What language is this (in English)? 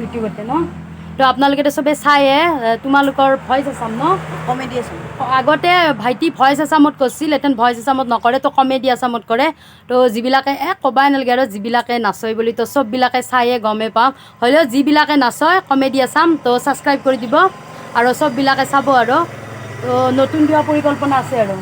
Assamese